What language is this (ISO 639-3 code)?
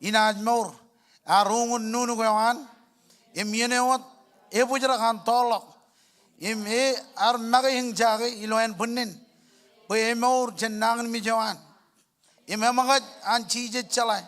mah